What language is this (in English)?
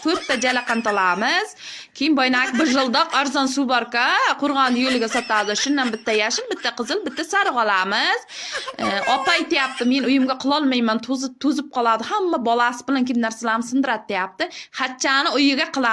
Uzbek